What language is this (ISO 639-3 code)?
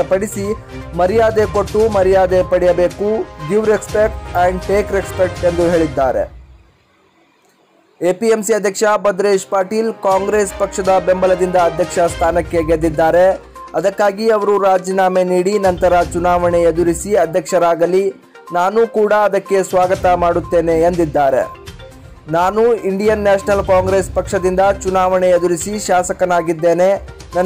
kan